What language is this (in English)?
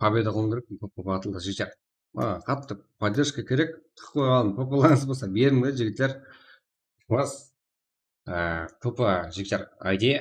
Kara-Kalpak